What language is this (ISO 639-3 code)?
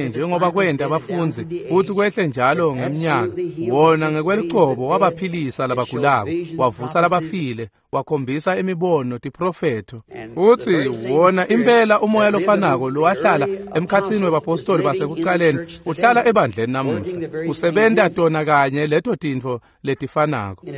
ssw